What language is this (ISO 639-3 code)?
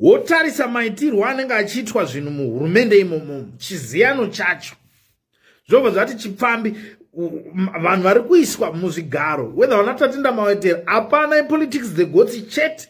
sna